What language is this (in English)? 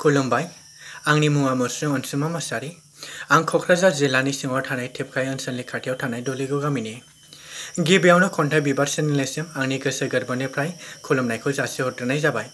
Bodo